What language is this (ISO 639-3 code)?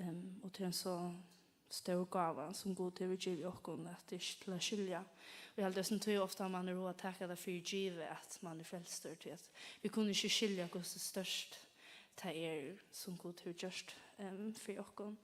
fao